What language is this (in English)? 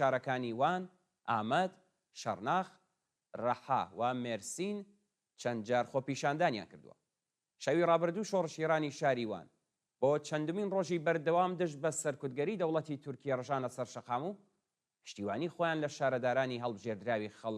Central Kurdish